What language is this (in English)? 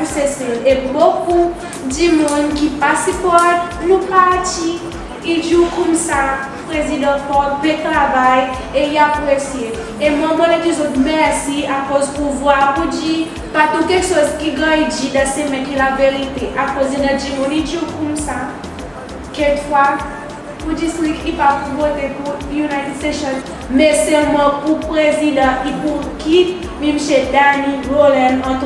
Seselwa Creole French